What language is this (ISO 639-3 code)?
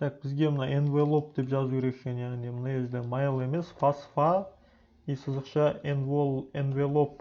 kaz